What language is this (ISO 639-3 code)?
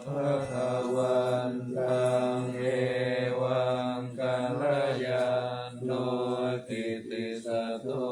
pli